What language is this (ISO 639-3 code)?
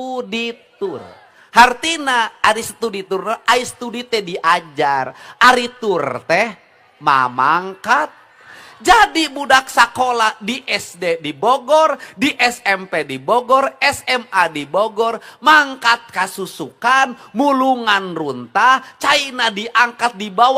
sun